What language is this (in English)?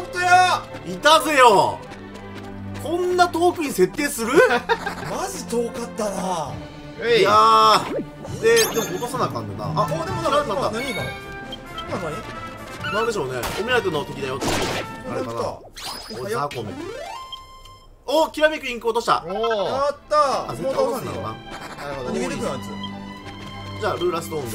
Japanese